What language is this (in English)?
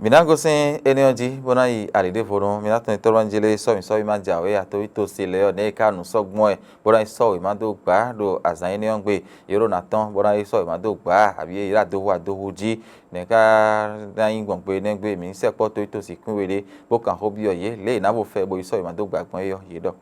Fon